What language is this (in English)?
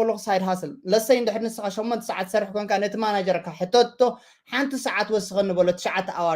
Tigrinya